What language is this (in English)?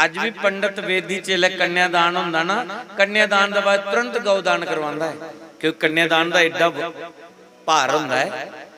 Dogri